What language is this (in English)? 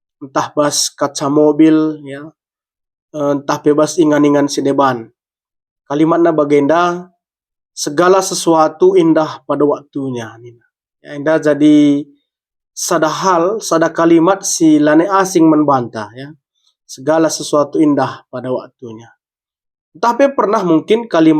Batak Karo